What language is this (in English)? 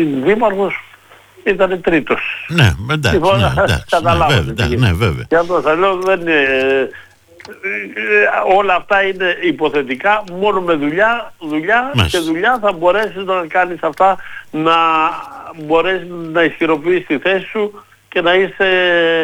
Greek